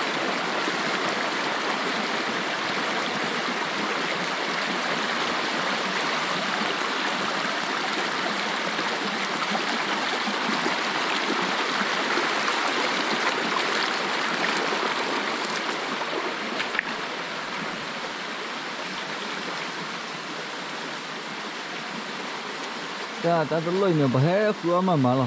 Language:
S'gaw Karen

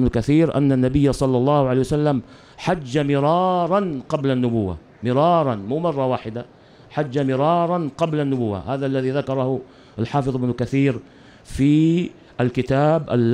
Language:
Arabic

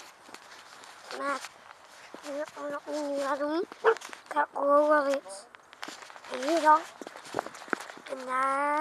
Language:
Dutch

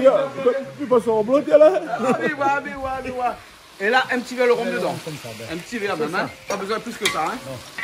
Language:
Réunion Creole French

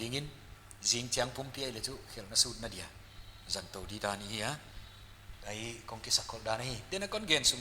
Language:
Paite Chin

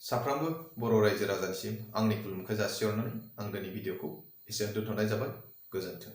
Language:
Bodo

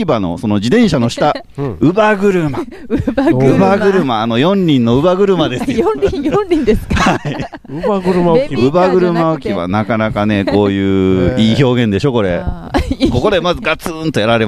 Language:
Japanese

